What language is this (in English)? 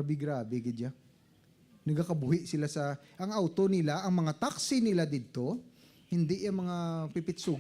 Hiligaynon